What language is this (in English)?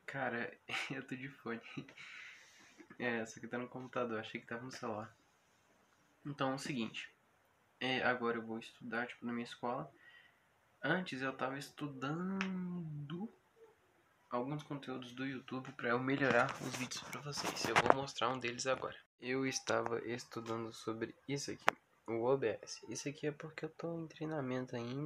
Portuguese